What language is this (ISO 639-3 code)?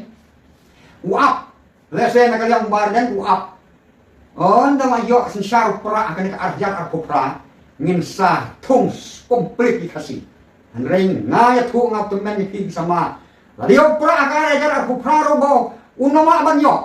kha